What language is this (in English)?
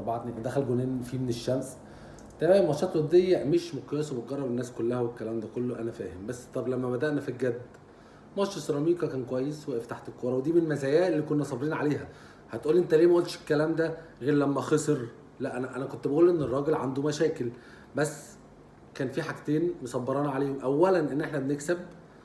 Egyptian Arabic